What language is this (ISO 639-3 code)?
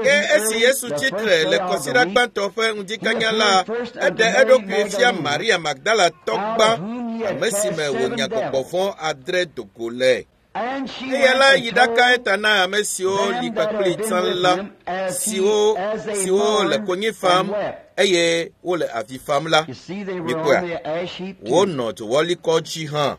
ewe